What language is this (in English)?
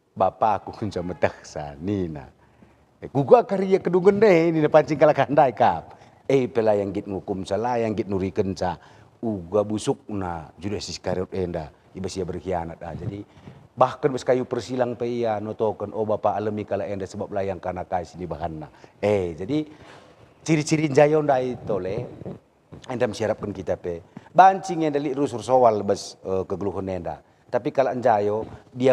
Batak Karo